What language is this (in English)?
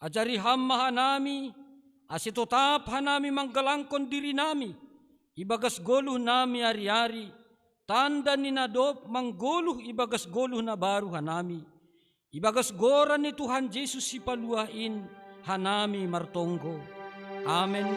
Batak Simalungun